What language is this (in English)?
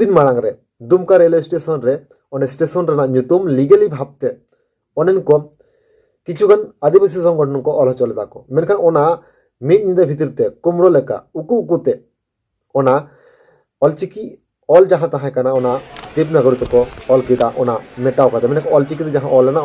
Santali